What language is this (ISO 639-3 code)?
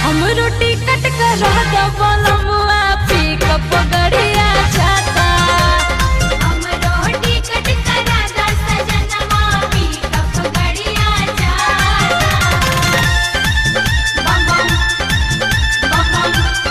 bho